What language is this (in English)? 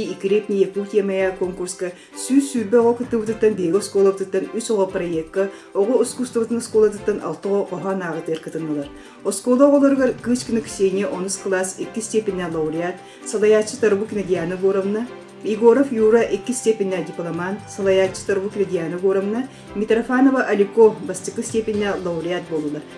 Yakut